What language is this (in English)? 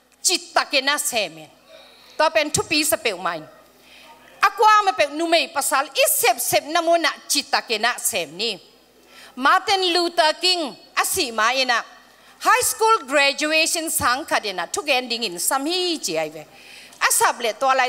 Tedim Chin